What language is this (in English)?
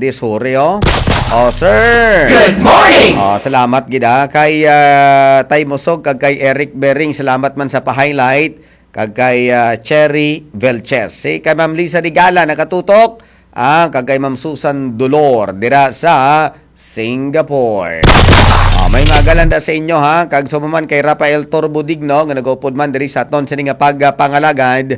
Hiligaynon